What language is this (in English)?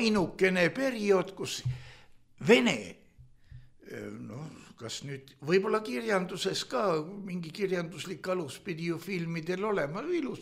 Estonian